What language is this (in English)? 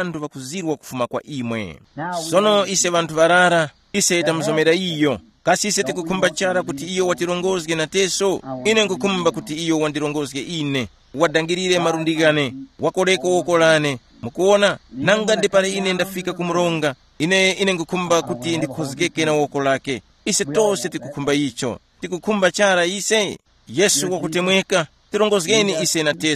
Tumbuka